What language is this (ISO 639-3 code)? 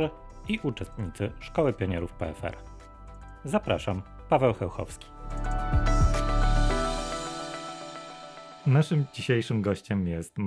pol